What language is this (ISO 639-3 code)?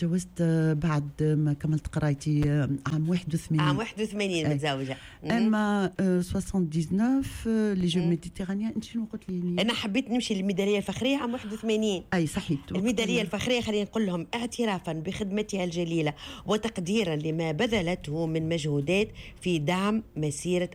aeb